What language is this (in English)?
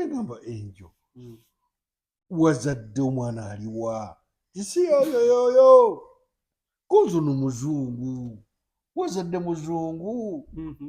Ganda